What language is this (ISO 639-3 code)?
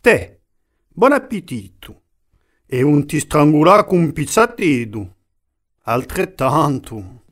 cos